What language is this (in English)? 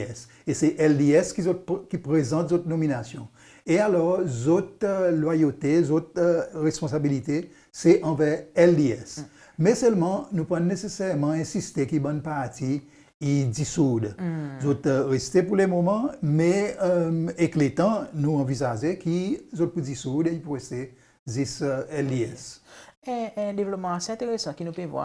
Seselwa Creole French